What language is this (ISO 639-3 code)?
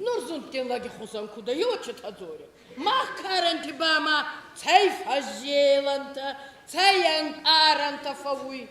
oss